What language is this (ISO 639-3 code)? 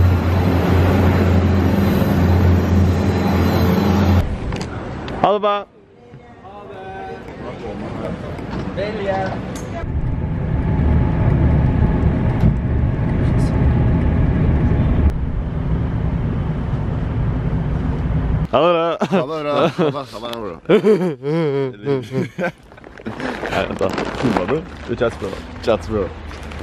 nor